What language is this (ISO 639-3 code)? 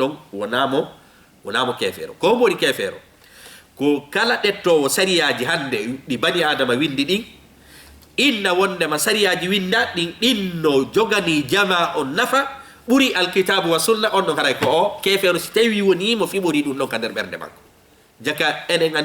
ful